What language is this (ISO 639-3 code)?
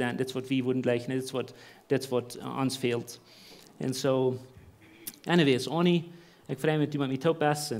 pdt